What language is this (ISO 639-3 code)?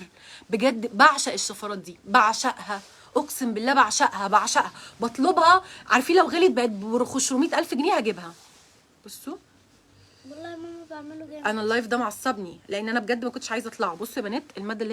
arz